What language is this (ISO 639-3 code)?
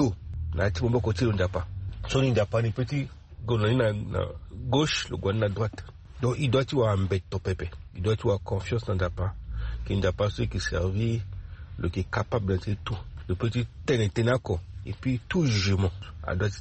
sag